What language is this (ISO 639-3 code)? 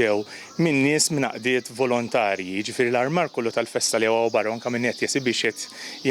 mlt